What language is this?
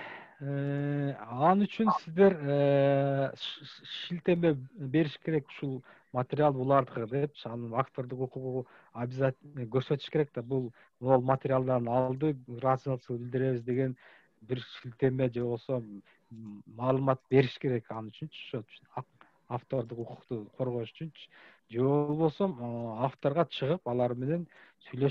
Kyrgyz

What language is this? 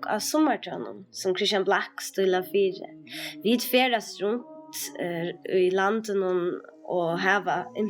Faroese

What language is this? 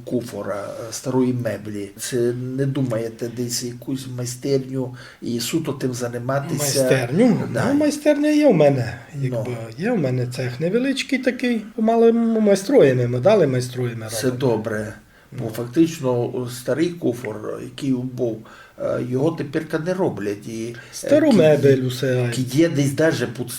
Rusyn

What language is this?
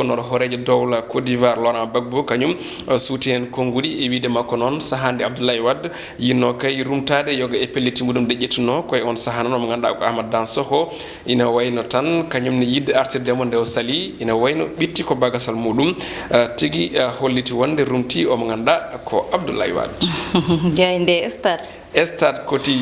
Fula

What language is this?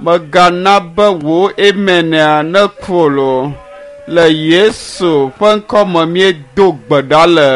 Ewe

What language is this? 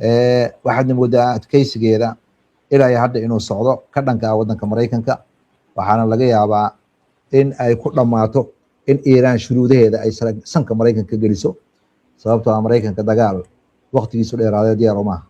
Somali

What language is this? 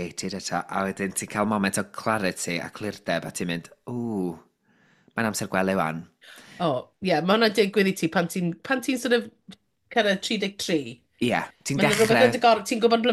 Welsh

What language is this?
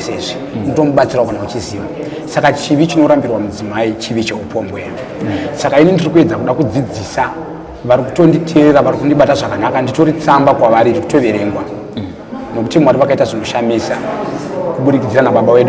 Shona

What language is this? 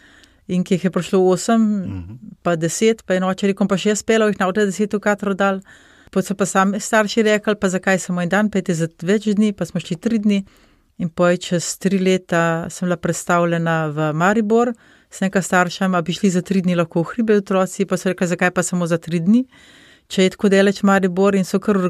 Slovenian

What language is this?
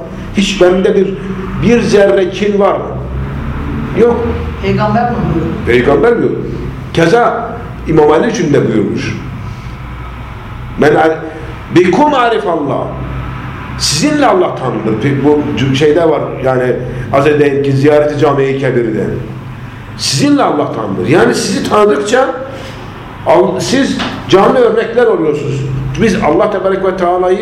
Turkish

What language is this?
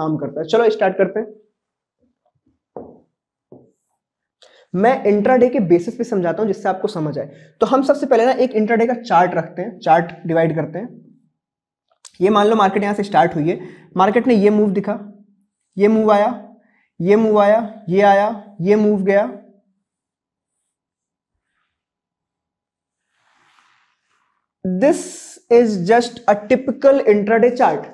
Hindi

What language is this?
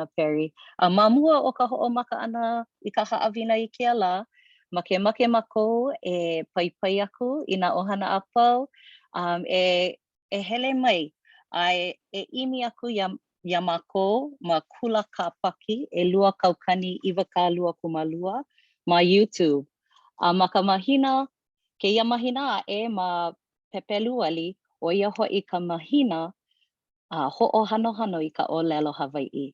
Hawaiian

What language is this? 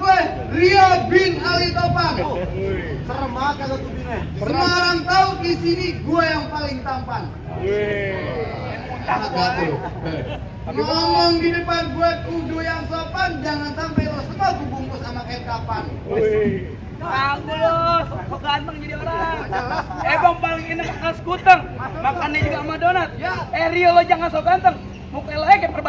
Betawi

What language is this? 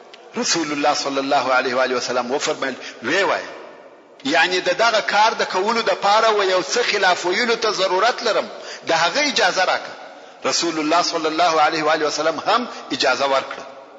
Pashto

